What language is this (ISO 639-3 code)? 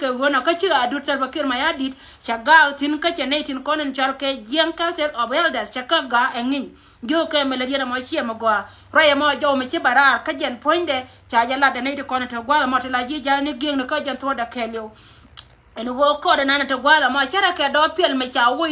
nus